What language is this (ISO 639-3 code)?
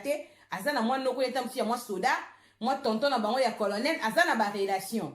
lin